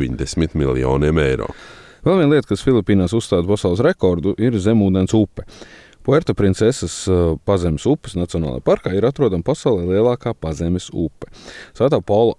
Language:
Latvian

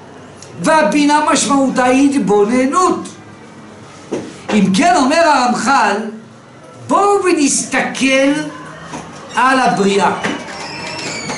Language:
Hebrew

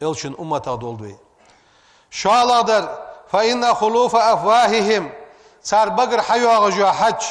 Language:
Ingush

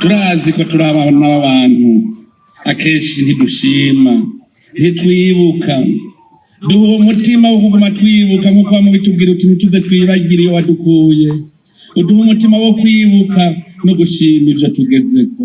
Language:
Rundi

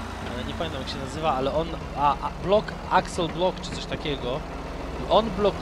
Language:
Polish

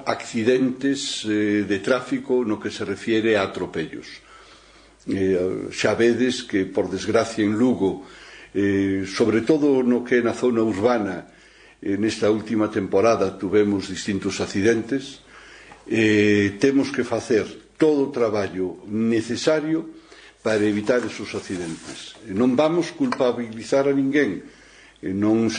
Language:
Galician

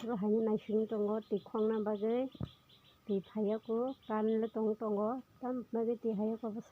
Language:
Kok Borok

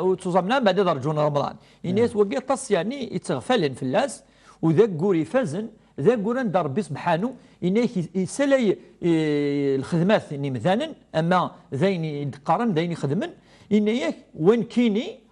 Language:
Kabyle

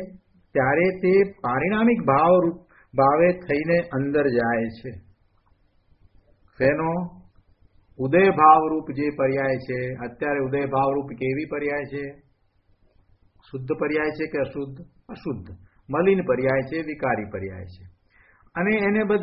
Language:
Gujarati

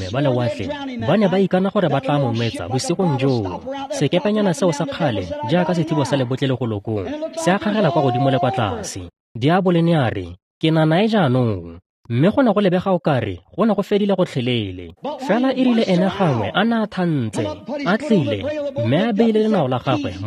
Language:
Tswana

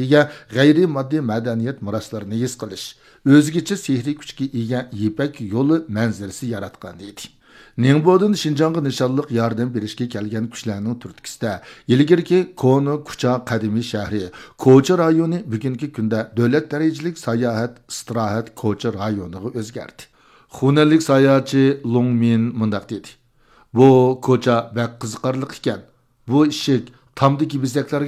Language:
Uyghur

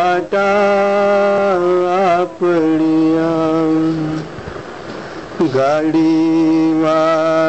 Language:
Gujarati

